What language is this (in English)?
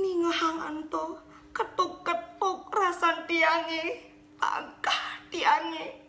Balinese